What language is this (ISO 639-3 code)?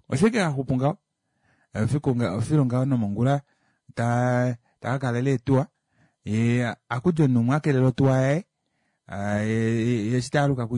kua